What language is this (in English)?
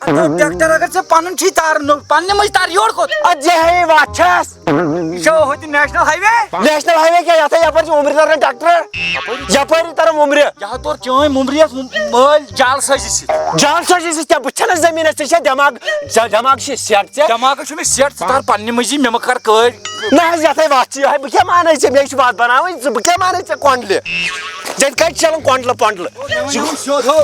Kashmiri